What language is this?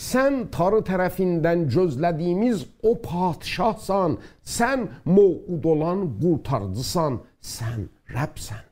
South Azerbaijani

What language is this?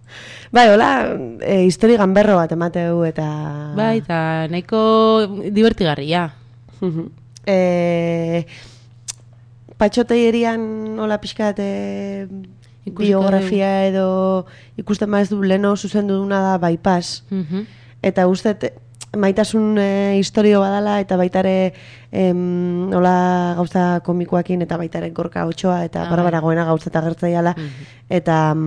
Basque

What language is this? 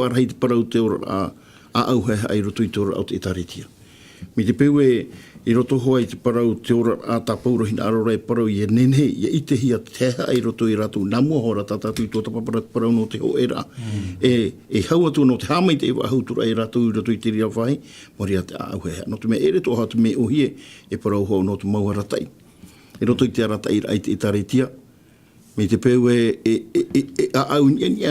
Tahitian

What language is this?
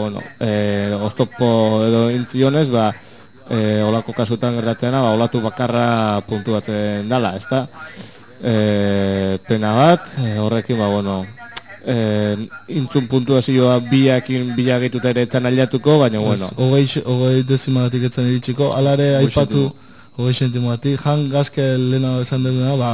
Basque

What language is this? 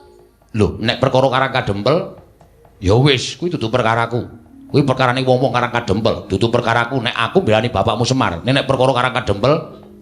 Javanese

